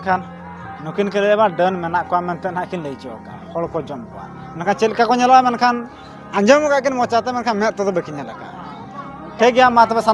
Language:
Santali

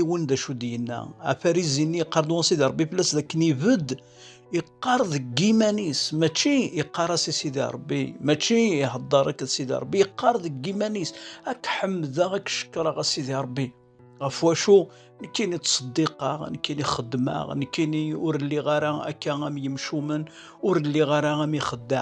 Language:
Kabyle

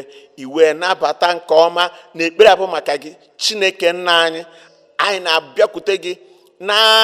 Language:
Igbo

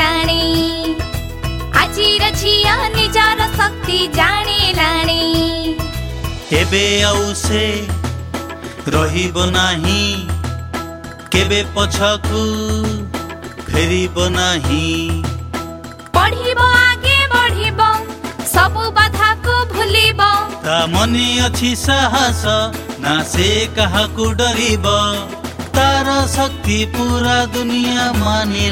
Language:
Odia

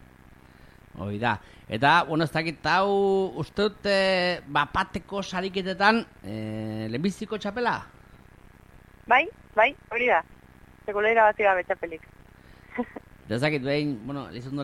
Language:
Basque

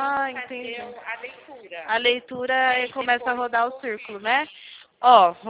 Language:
Portuguese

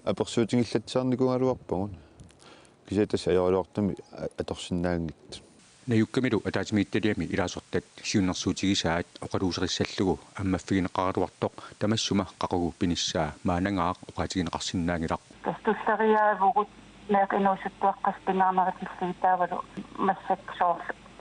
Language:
Kalaallisut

